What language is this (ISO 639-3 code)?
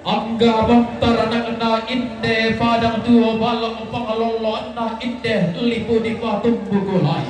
sda